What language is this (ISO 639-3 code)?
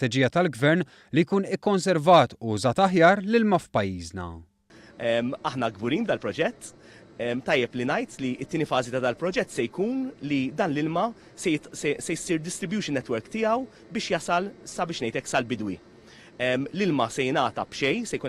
mlt